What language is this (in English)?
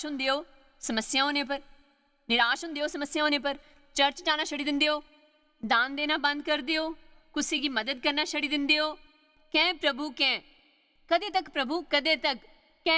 Dogri